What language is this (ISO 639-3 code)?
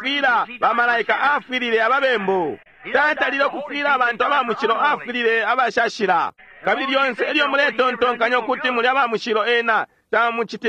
bem